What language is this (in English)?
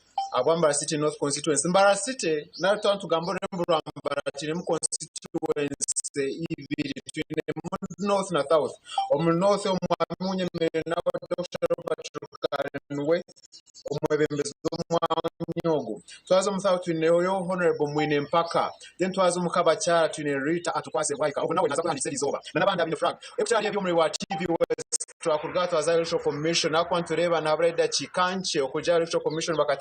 Nyankole